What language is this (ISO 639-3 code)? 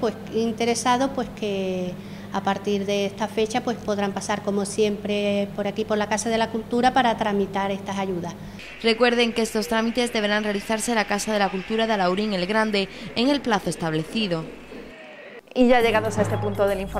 spa